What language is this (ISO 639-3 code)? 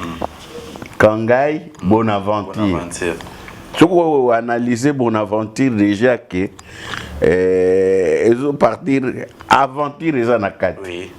lin